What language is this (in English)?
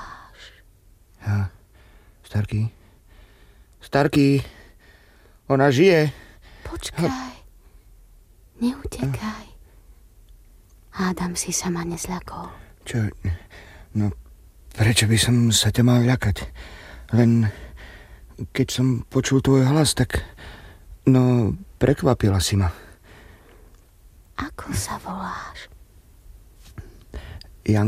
Slovak